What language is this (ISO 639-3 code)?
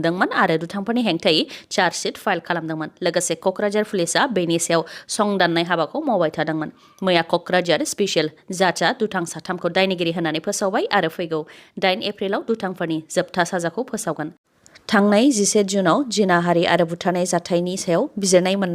brx